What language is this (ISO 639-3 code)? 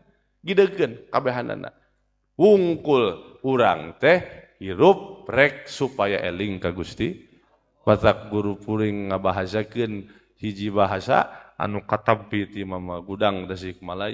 sun